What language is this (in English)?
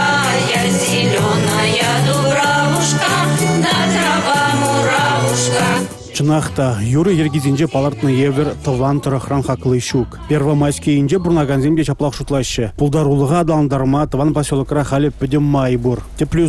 Chuvash